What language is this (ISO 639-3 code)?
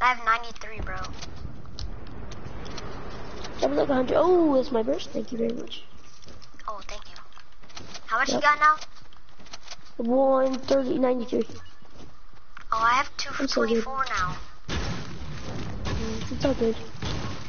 eng